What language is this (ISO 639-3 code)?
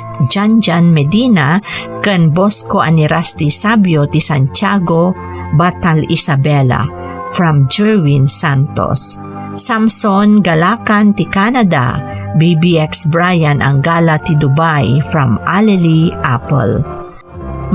ilo